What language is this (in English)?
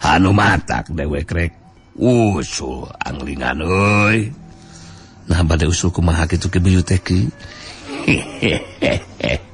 Sundanese